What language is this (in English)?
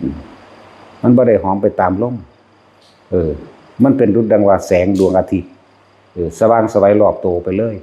Northeastern Thai